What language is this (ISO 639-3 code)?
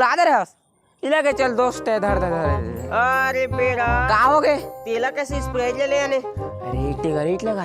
hne